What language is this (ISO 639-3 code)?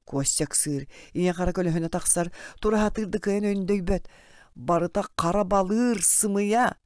sah